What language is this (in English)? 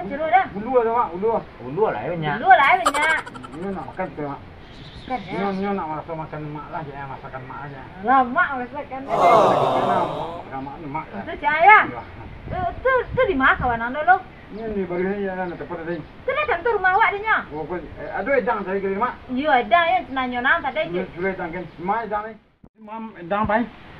Minangkabau